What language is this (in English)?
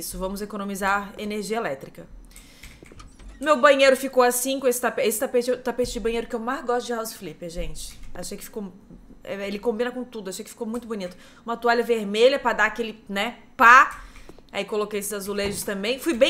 Portuguese